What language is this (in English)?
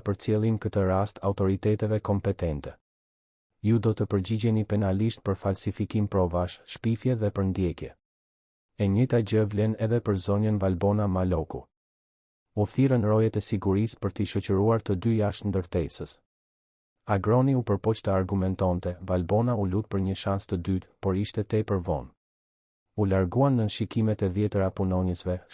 Albanian